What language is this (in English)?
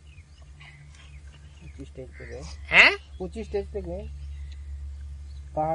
Hindi